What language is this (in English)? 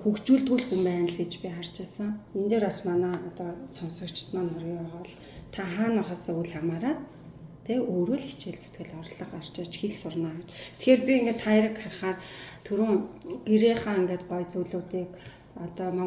Mongolian